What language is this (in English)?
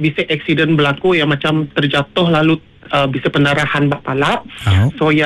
Iban